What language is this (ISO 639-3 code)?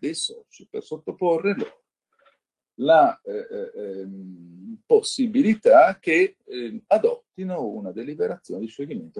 ita